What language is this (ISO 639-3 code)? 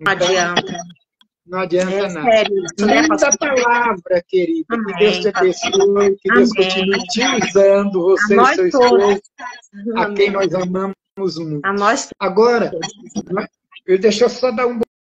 por